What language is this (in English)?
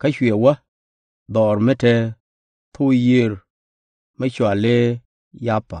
Nuer